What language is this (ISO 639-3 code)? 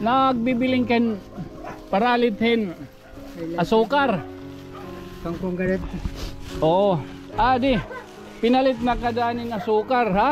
war